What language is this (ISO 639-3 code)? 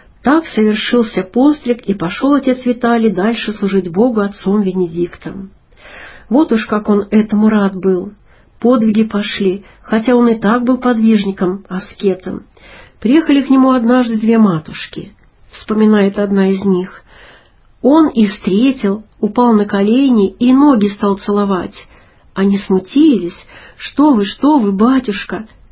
rus